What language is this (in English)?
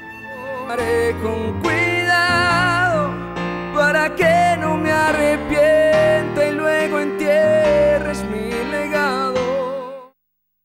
Spanish